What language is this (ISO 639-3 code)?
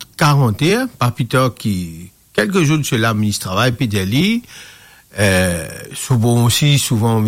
mfe